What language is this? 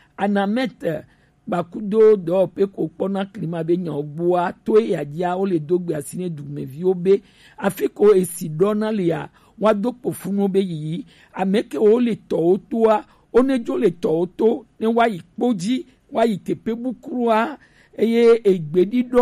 Gen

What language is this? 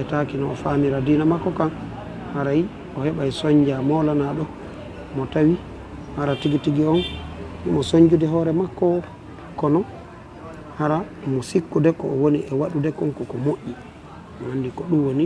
Fula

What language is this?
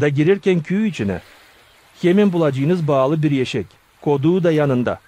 Gagauz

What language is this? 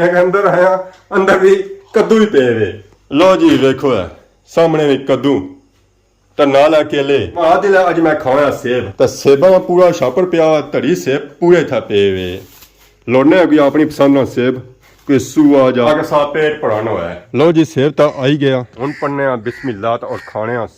Pahari-Potwari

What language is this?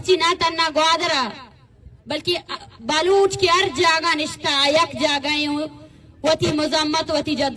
Baluchi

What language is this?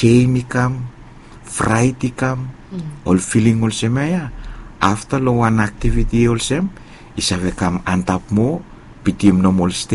Bislama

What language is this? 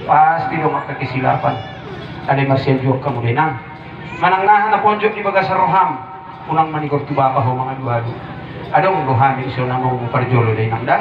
Batak Toba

